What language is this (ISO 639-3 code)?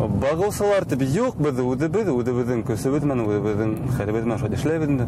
bak